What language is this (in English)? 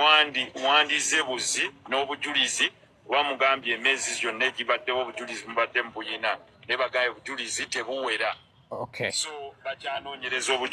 Ganda